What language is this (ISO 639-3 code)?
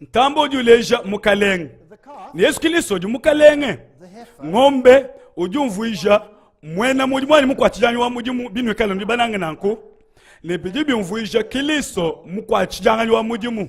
lua